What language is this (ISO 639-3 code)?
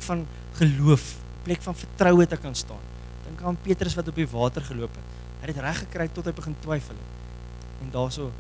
afr